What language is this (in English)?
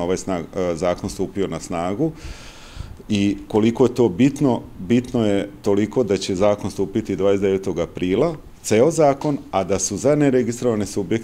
Serbian